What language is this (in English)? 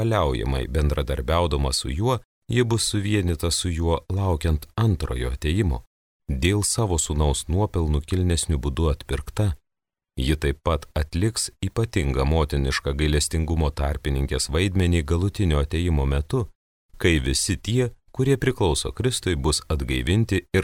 Lithuanian